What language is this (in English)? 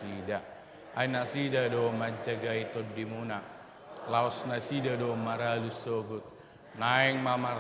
Batak Toba